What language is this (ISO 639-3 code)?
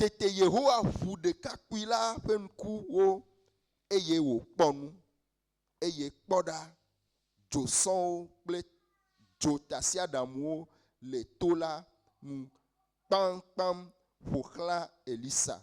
ewe